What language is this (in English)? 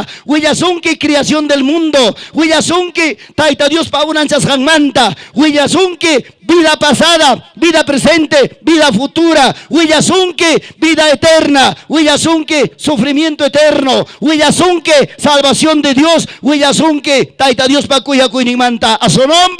Ayacucho Quechua